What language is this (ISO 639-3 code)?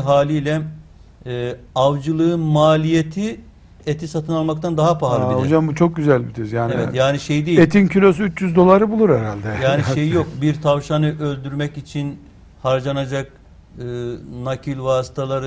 tur